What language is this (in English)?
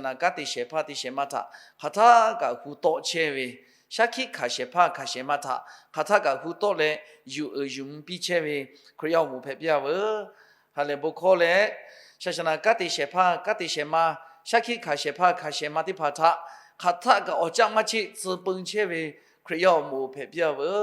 Lahu